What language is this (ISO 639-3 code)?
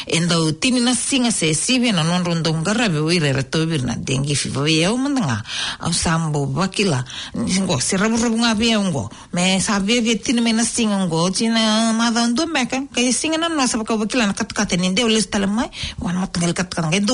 fij